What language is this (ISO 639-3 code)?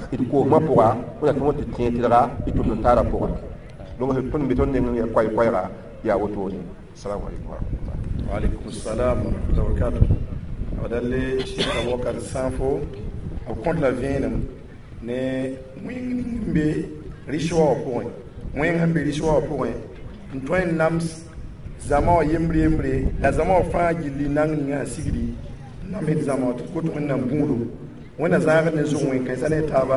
mos